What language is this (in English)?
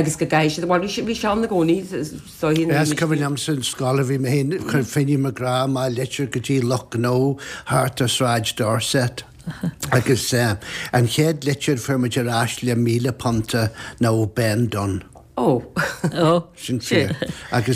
Irish